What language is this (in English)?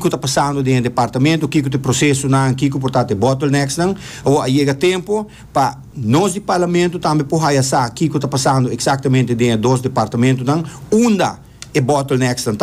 Papiamento